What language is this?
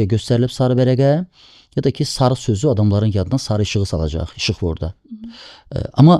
Azerbaijani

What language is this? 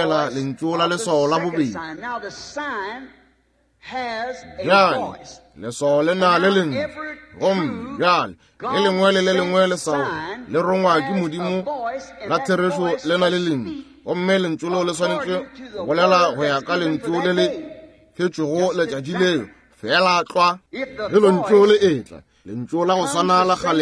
Northern Sotho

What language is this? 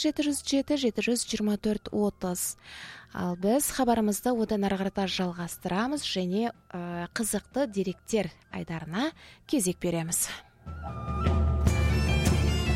Kazakh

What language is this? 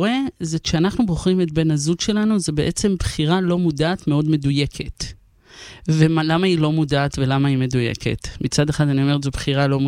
Hebrew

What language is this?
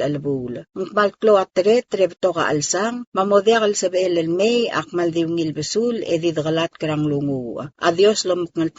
Palauan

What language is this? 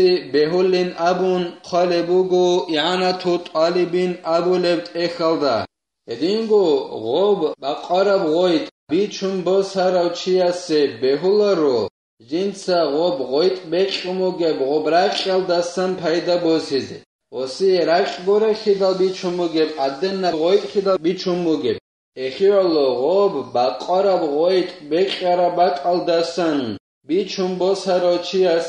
Avaric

